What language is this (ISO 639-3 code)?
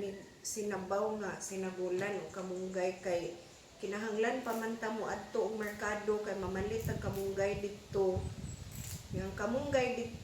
ceb